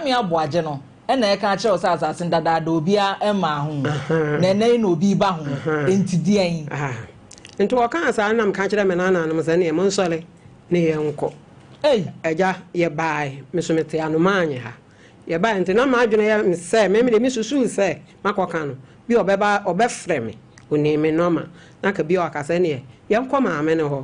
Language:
Akan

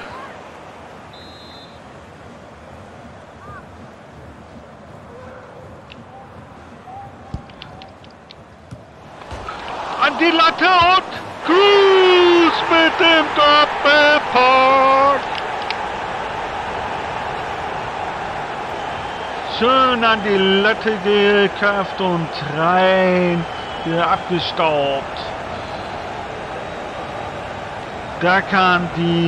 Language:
German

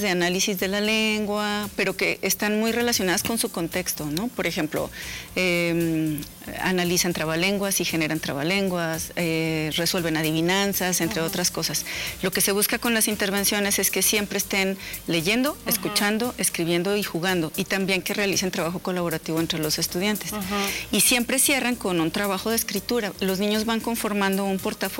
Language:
Spanish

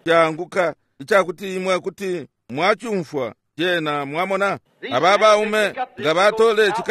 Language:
Bemba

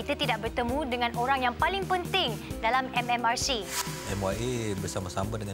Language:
Malay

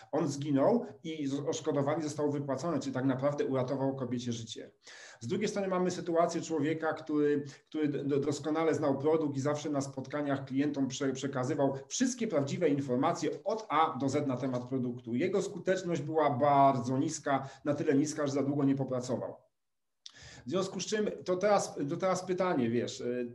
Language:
Polish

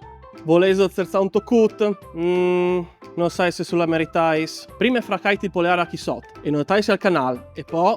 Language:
Friulian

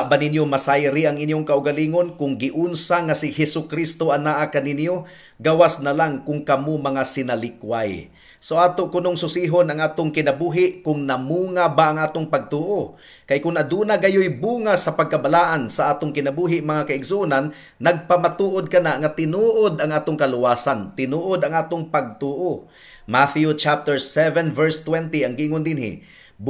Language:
Cebuano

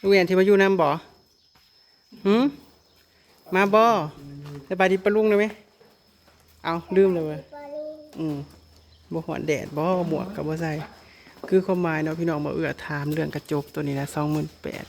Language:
Northeastern Thai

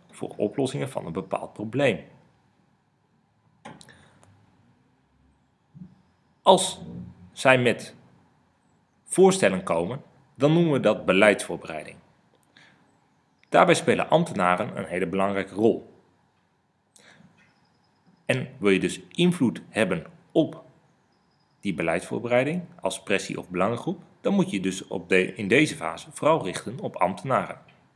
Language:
Dutch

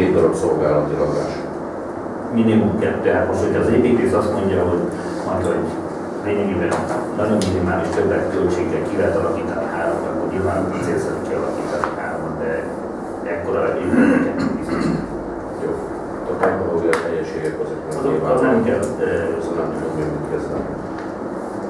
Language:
Hungarian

